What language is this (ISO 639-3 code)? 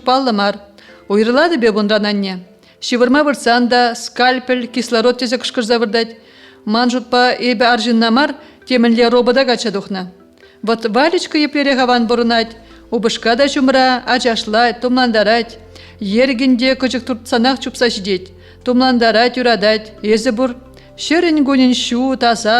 chv